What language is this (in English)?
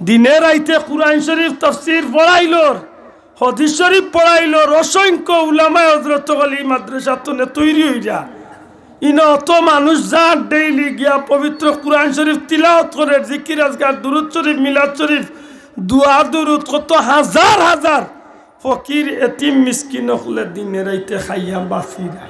Sylheti